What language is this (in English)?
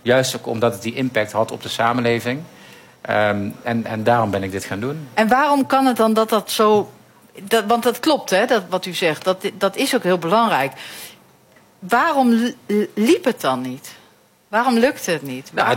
Dutch